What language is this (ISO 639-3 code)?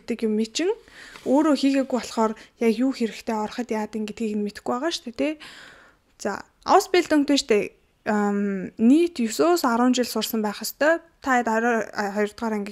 mon